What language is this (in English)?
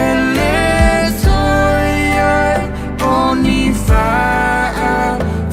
Samoan